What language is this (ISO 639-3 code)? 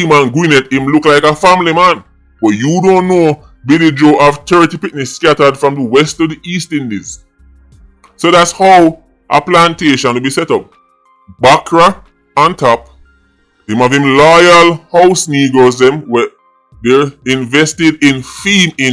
jam